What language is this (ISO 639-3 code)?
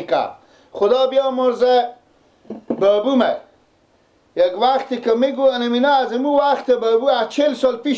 fas